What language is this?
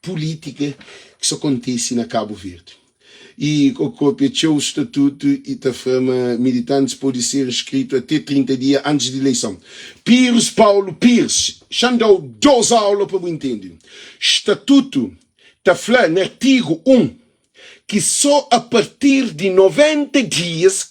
Kabuverdianu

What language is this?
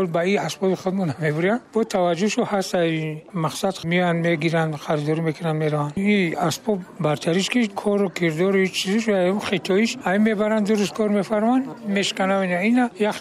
Tajik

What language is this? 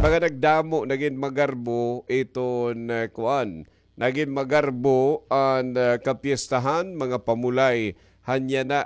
Waray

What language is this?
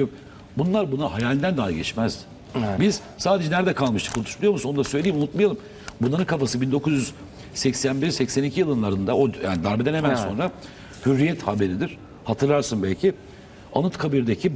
Turkish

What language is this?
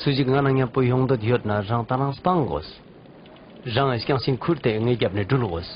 Ladakhi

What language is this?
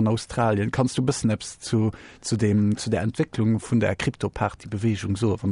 Luxembourgish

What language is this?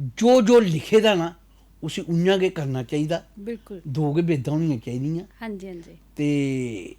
Dogri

